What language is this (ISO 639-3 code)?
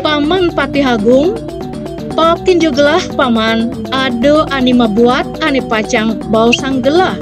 ban